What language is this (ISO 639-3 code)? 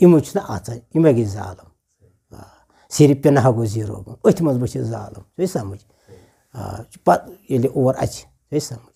kas